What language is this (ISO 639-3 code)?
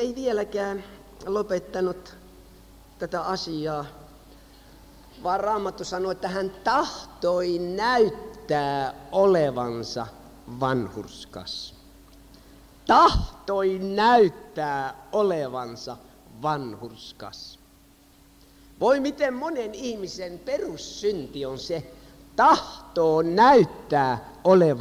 fin